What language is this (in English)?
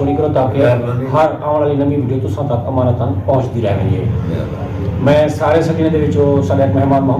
Saraiki